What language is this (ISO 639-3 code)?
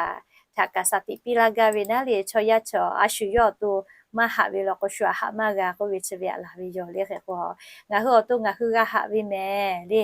lhu